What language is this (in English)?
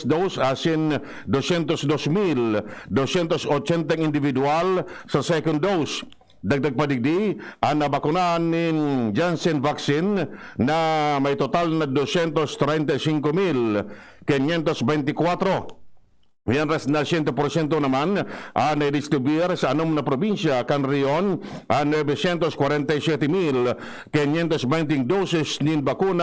Bikol